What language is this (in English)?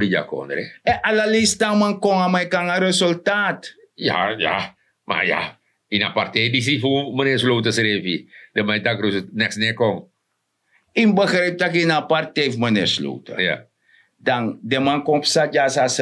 Sranan Tongo